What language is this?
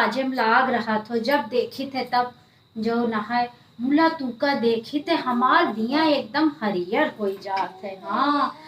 Awadhi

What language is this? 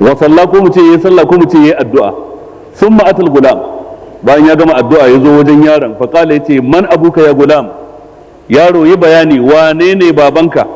Hausa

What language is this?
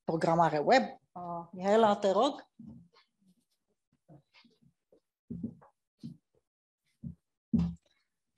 Romanian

